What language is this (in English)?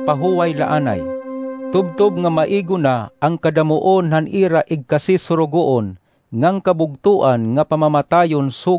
Waray